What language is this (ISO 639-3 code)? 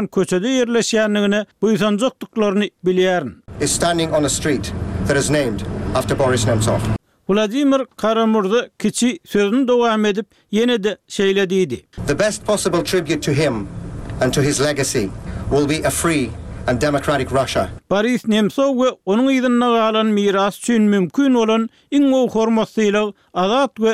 tuk